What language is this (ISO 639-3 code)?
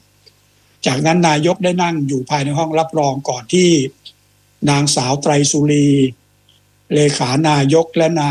tha